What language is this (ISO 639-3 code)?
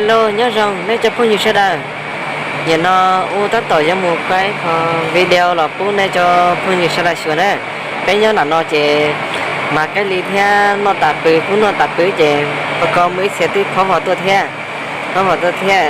hmn